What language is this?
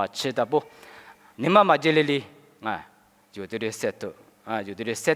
Lisu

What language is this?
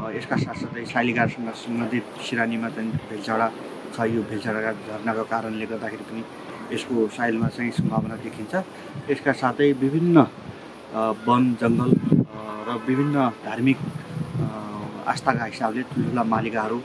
Nepali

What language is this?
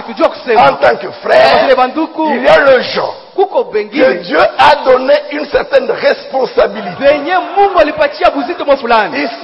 Swahili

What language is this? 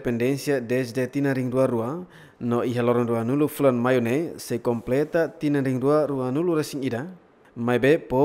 Tetum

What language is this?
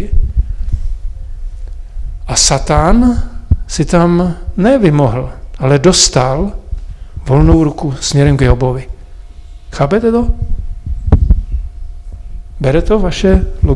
Czech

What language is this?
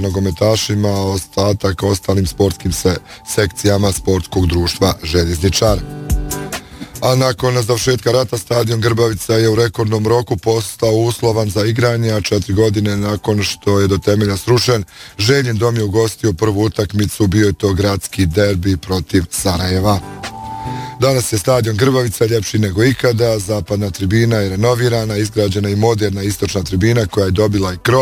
Bosnian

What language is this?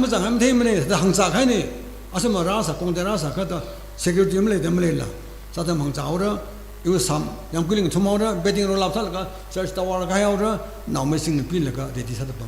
Tangkhul Naga (India)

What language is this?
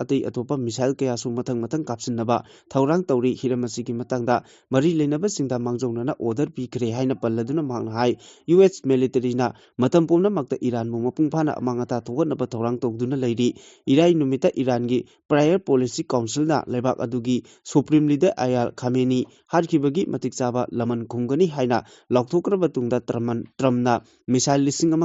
Manipuri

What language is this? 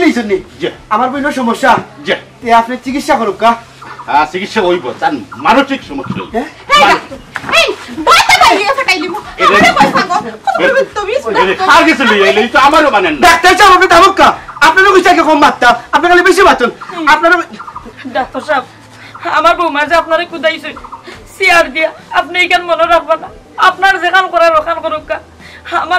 Sylheti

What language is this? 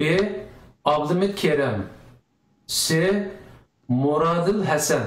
Uyghur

